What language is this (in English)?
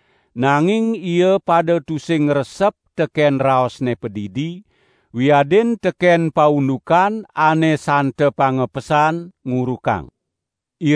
Balinese